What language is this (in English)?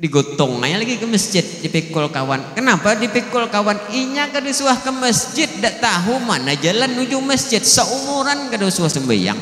Banjar